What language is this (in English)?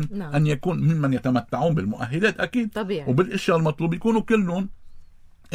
North Levantine Arabic